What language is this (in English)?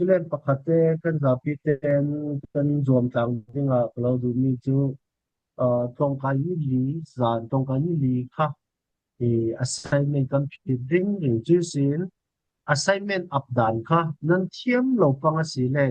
Falam Chin